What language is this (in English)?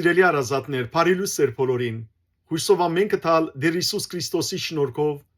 Western Armenian